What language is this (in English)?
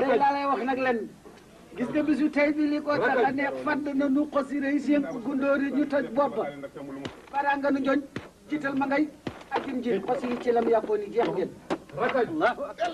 Wolof